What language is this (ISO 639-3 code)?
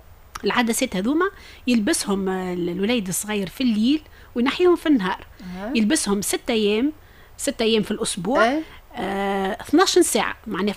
aeb